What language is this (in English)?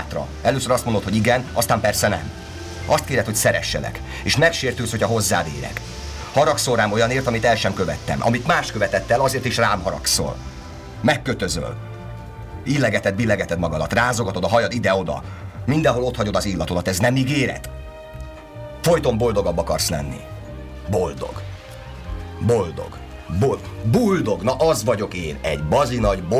Hungarian